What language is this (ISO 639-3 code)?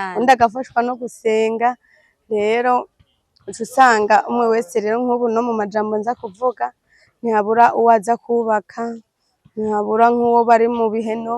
run